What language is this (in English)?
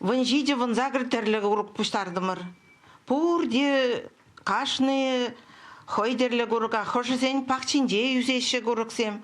Chuvash